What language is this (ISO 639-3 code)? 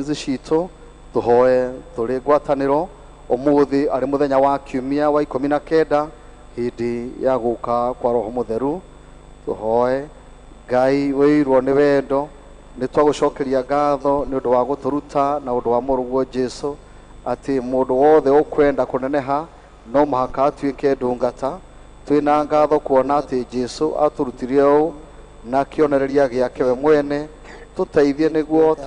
kik